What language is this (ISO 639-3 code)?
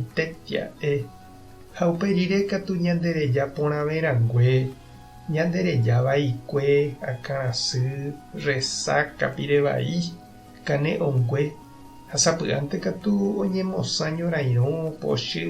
grn